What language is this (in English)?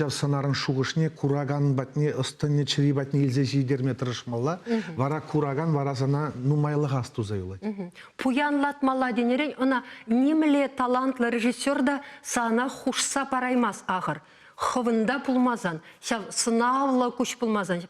Chuvash